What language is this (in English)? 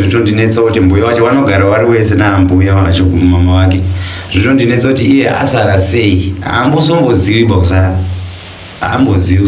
Shona